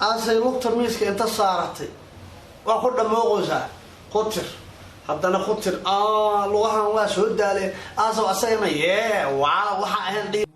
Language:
Somali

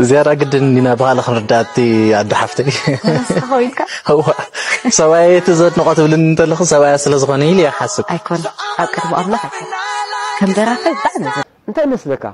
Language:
Tigrinya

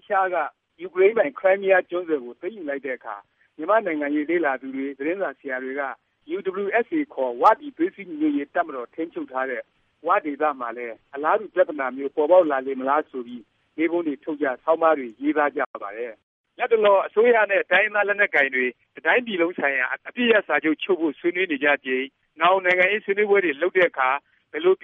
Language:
Burmese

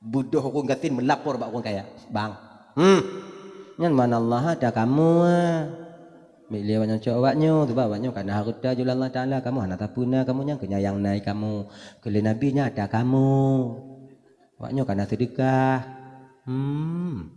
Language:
Achinese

